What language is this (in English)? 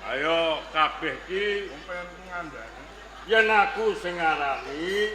Javanese